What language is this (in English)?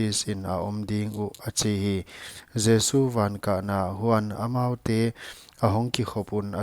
Paite Chin